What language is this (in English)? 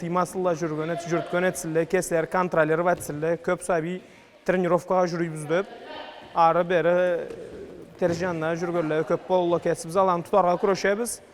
Karachay-Balkar